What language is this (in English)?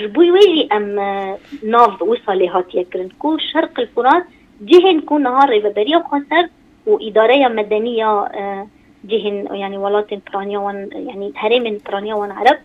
Kurdish